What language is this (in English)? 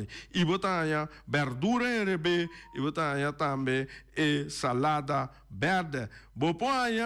Papiamento